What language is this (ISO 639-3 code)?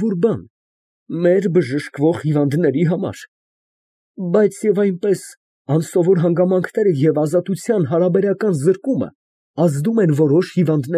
hye